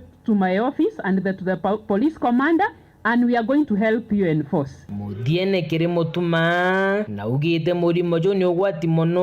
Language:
Meru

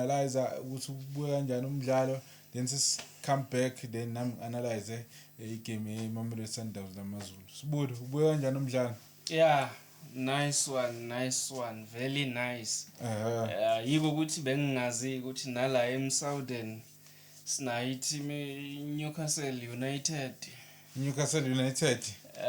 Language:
Zulu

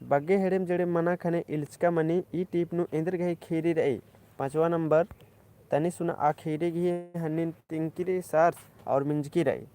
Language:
Kurukh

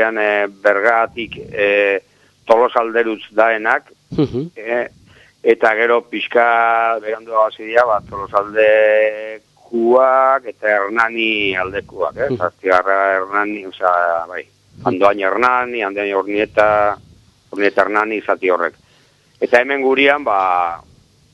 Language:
Basque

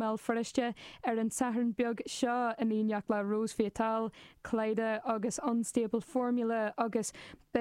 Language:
Irish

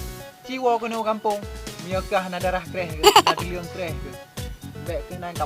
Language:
Achinese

